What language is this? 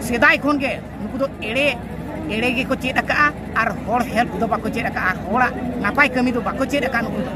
Santali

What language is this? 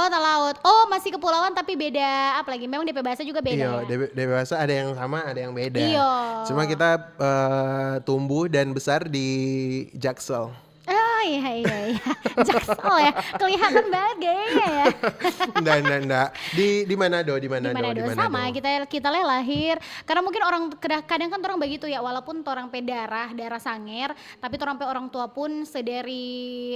Manado Malay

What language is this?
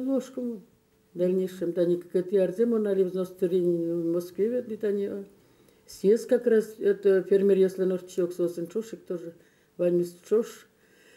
Udmurt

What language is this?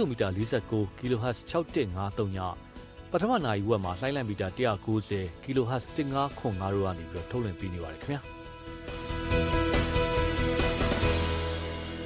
Burmese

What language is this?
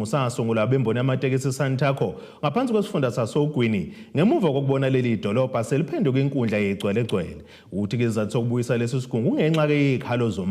Zulu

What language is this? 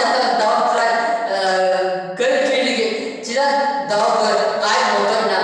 Santali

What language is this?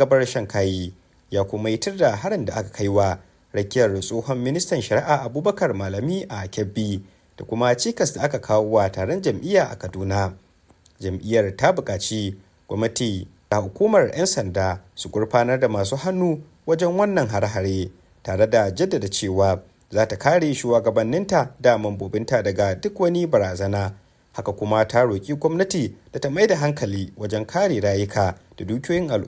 Hausa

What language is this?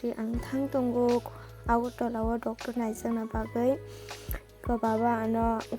Kok Borok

